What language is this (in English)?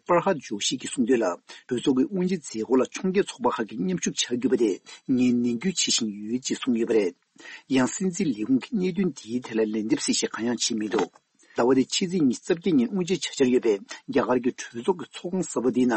Tibetan